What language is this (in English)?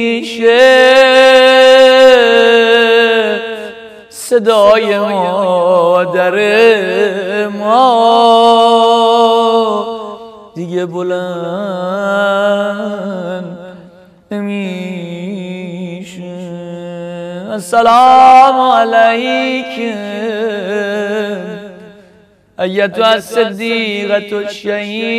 Persian